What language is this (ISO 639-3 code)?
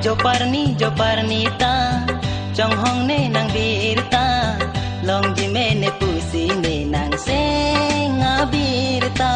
mjw